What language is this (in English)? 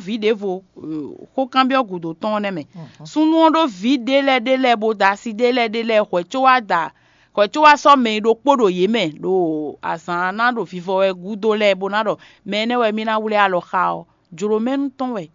Fon